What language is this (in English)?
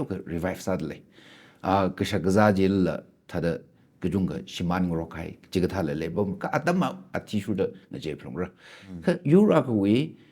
Tangkhul Naga (India)